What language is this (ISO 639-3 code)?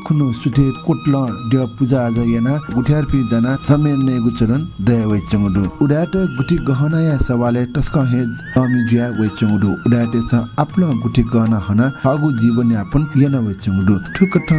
new